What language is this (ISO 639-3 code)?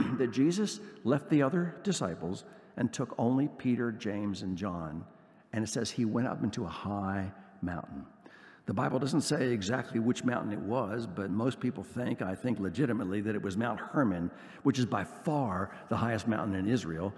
eng